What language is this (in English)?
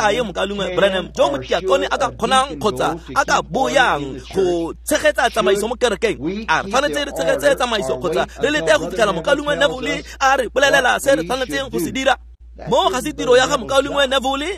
Tswana